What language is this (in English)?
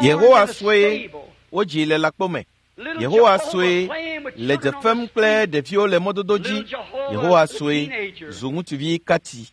Ewe